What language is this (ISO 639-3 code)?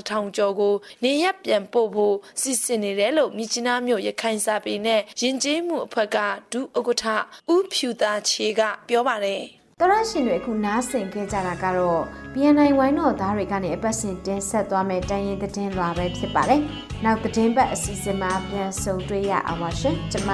mya